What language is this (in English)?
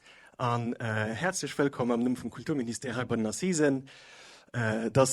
Luxembourgish